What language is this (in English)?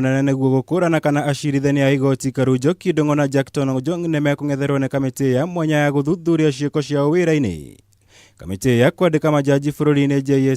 Kikuyu